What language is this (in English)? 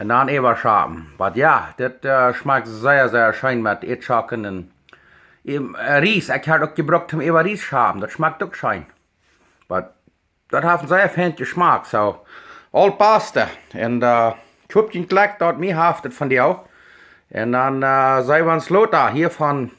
Plautdietsch